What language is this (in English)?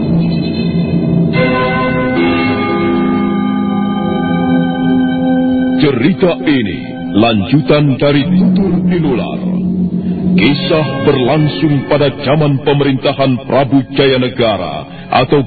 Indonesian